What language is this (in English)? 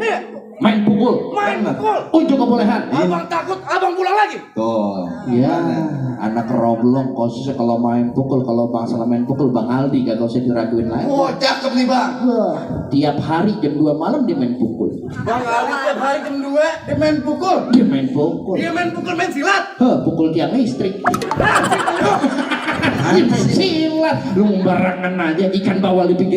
Betawi